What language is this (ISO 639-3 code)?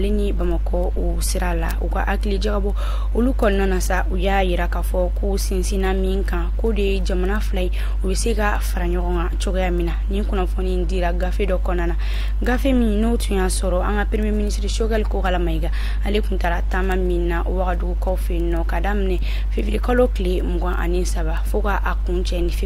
bam